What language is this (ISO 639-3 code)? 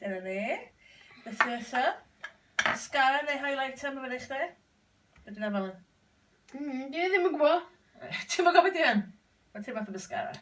cym